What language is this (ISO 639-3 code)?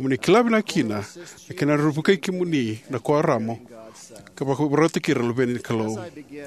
fij